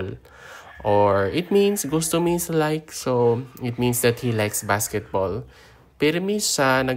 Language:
Hiligaynon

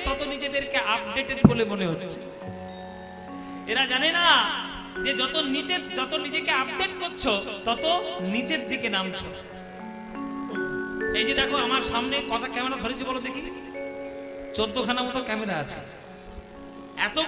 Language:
Bangla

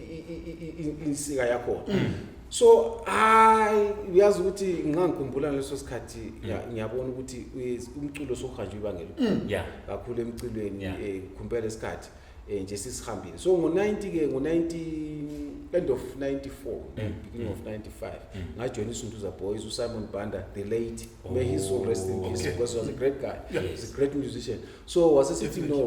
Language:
Zulu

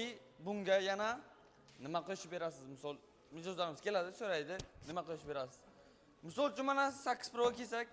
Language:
Uzbek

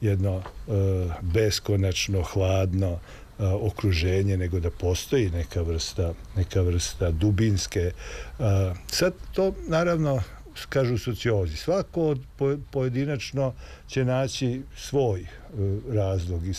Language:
Serbian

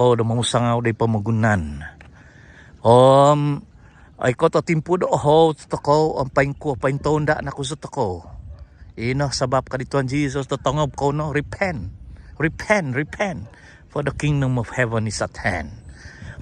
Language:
Central Dusun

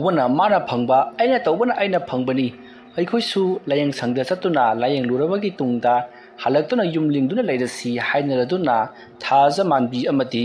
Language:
Manipuri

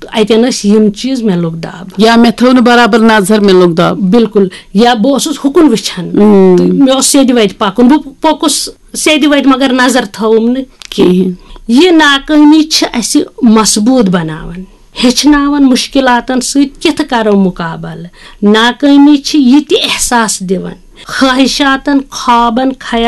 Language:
Kashmiri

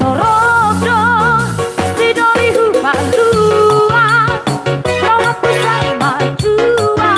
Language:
Batak Toba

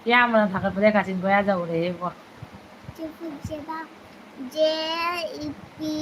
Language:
Manipuri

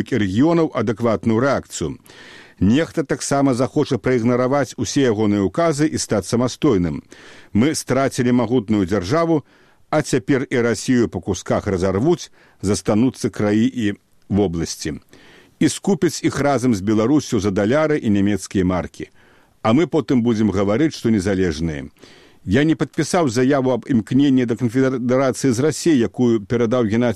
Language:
Belarusian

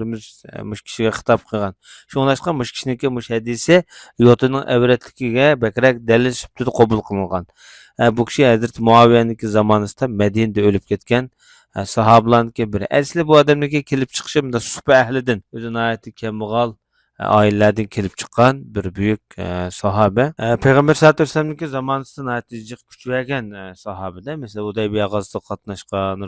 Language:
Uyghur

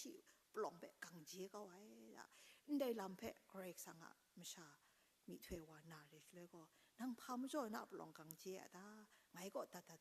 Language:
Kachin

